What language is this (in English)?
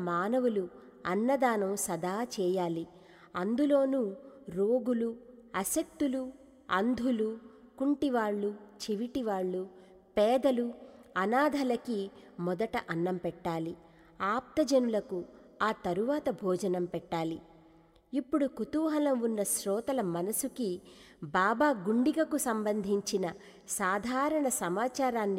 Telugu